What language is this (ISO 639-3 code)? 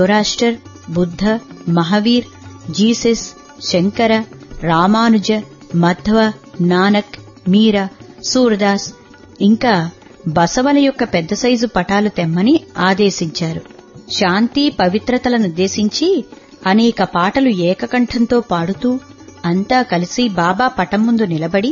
tel